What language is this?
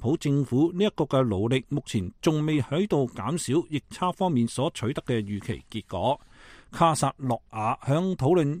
Cantonese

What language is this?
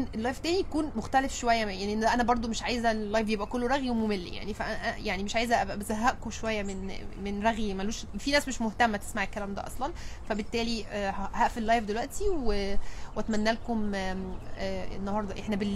Egyptian Arabic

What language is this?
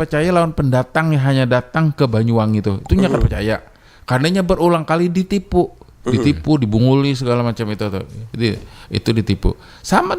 Banjar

